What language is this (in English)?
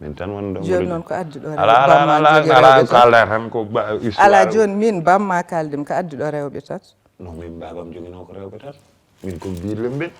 Fula